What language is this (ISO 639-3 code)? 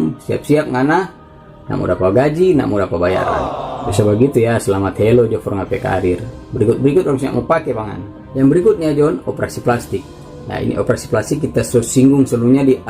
xmm